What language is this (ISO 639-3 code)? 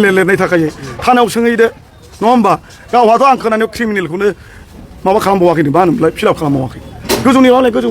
brx